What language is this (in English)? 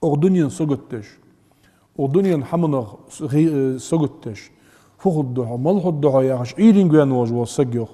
Ingush